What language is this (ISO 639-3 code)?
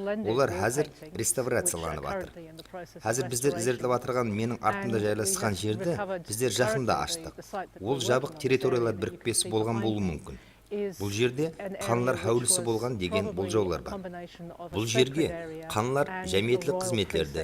kaa